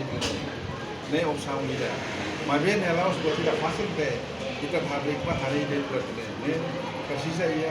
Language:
Tetum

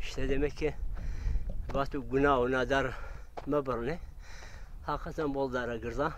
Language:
Zaza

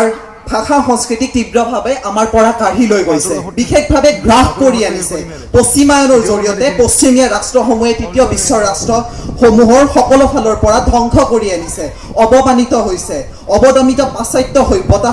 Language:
Assamese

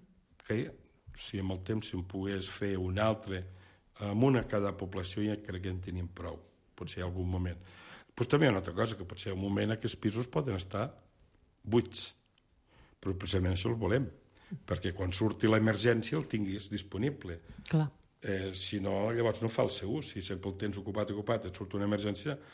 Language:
Catalan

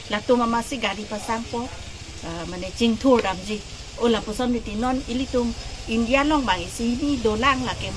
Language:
Karbi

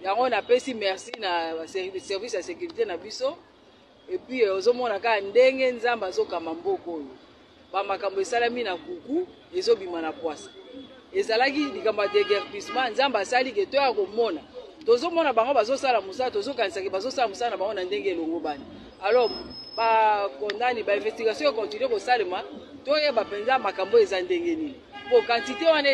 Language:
Lingala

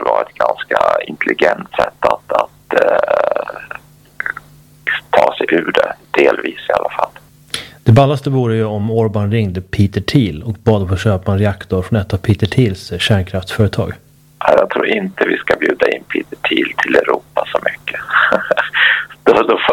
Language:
Swedish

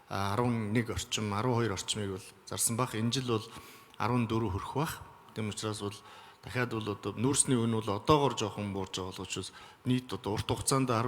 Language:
Mongolian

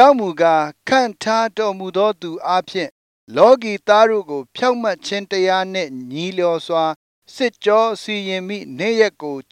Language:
Burmese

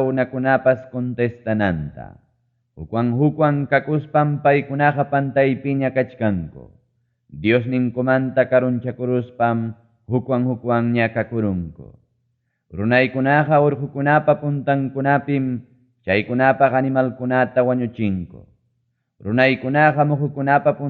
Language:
Ayacucho Quechua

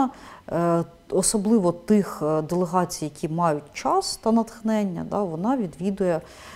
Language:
Ukrainian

